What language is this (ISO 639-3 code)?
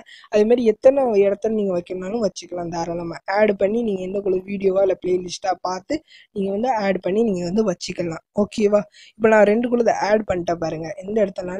tam